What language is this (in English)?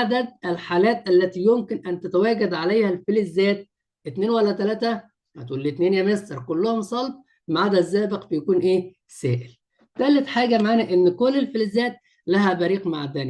Egyptian Arabic